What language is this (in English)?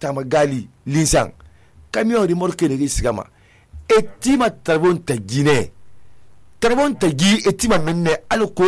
Susu